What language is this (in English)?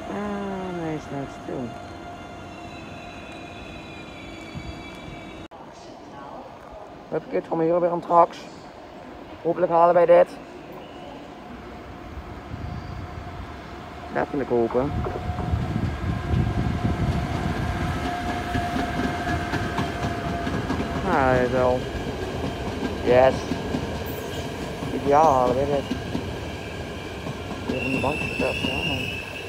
Dutch